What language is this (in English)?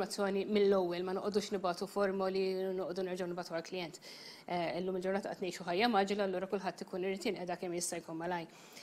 Maltese